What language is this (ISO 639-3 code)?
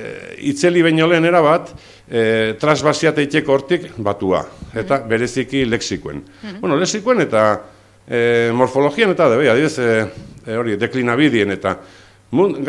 eus